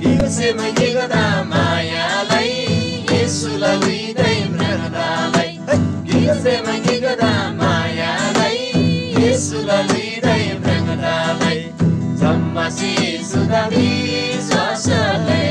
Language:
Eastern Tamang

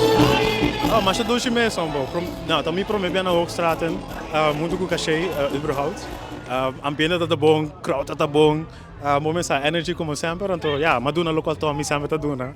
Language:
Papiamento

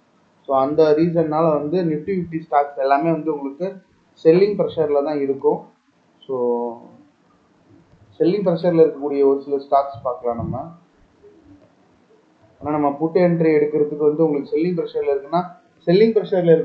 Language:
Tamil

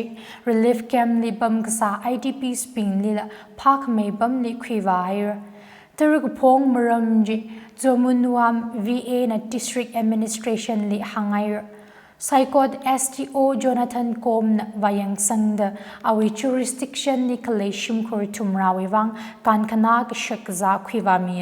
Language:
Tangkhul Naga (India)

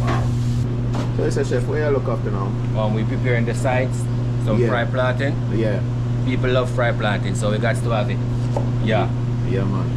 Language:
Jamaican Creole English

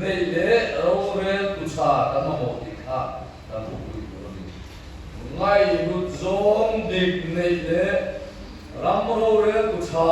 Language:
Mizo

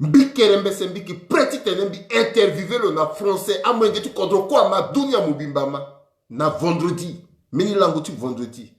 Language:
Sango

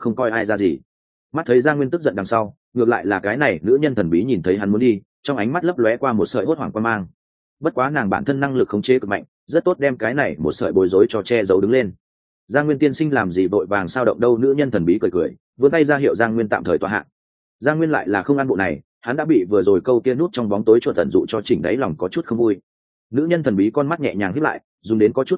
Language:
Vietnamese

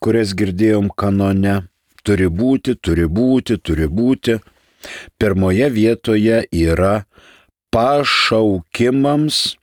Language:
Lithuanian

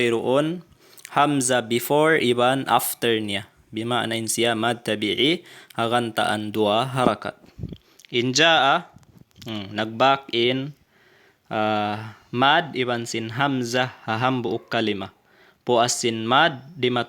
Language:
Tausug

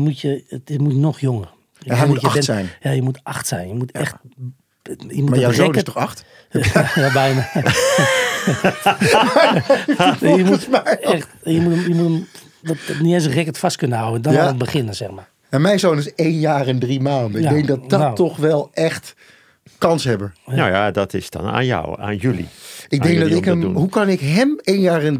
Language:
Dutch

